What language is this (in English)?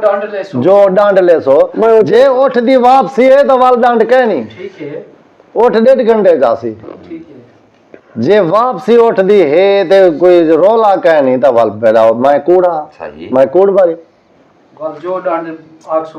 Saraiki